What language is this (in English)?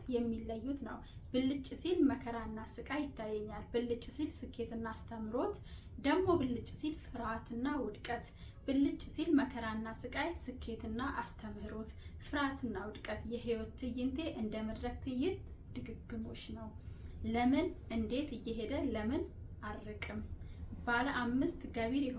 Amharic